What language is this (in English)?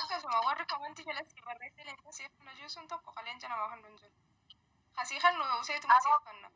Oromo